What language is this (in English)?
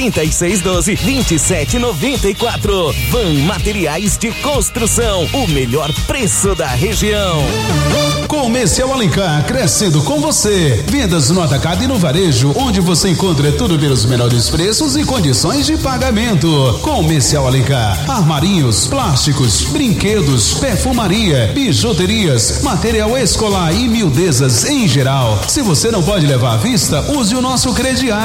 Portuguese